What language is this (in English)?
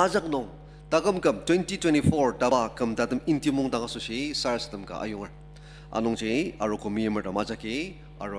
Ao Naga